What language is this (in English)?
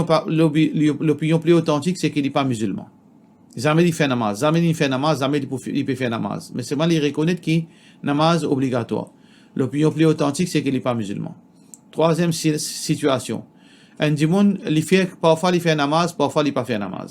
Morisyen